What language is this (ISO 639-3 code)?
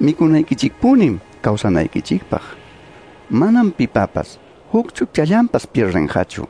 que